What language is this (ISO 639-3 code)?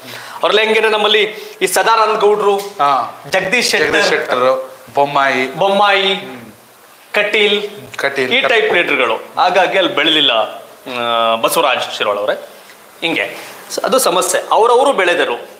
kan